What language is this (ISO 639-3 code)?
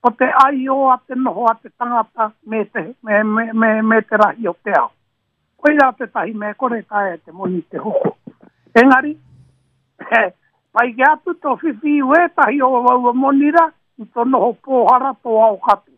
mri